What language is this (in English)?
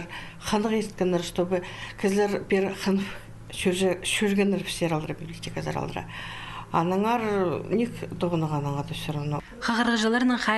Khakas